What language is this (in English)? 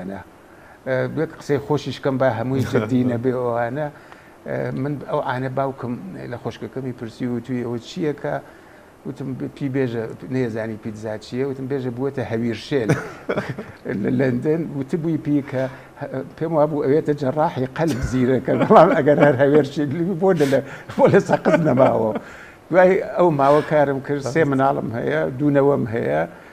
Central Kurdish